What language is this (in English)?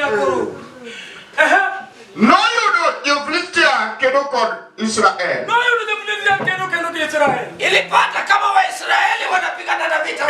Luo (Kenya and Tanzania)